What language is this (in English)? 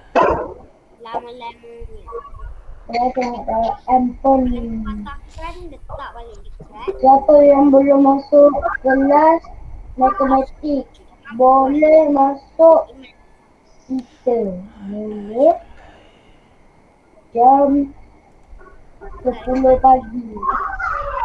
Malay